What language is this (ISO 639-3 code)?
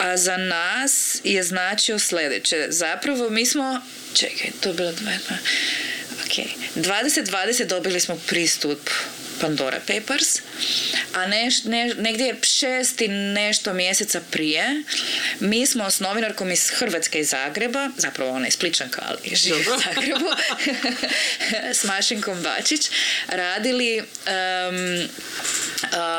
hrv